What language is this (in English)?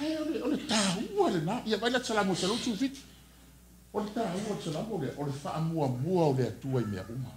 Samoan